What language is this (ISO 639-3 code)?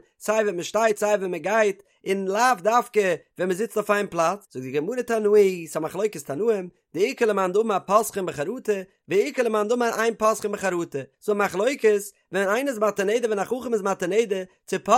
yid